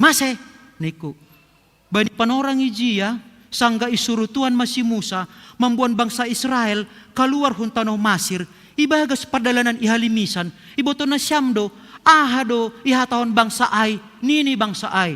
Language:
Batak Simalungun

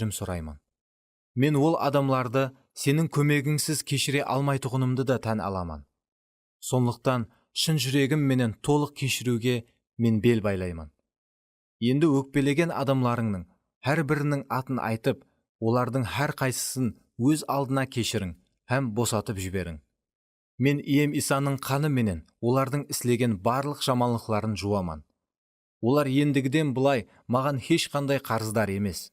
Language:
Kara-Kalpak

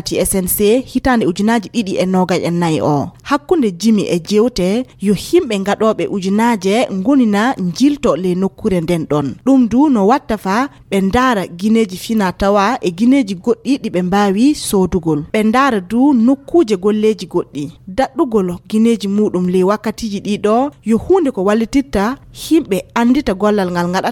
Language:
Fula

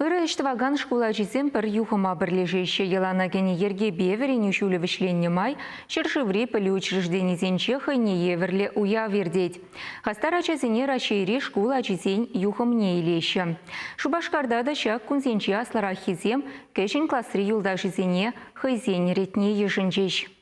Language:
Chuvash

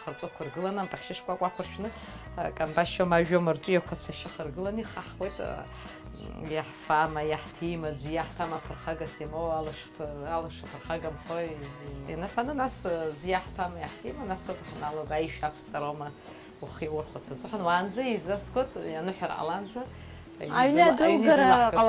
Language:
Abkhazian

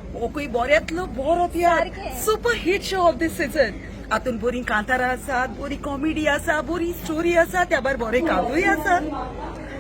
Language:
Konkani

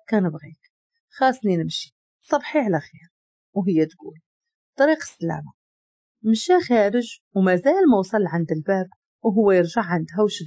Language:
Moroccan Arabic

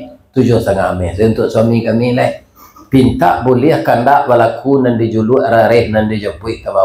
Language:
Minangkabau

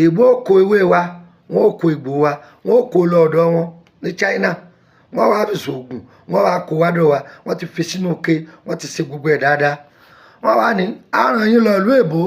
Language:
Yoruba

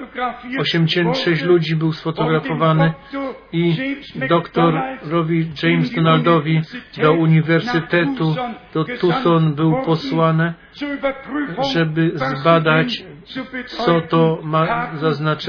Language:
Polish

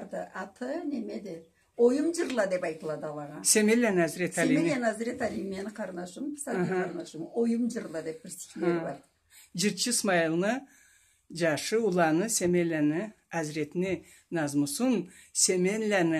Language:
Karachay-Balkar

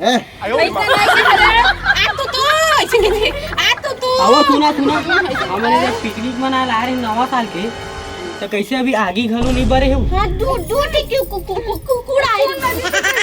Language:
Chhattisgarhi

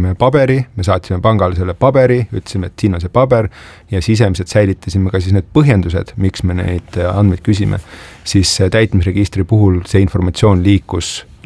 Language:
Estonian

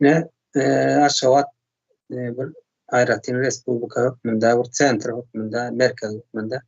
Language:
Turkmen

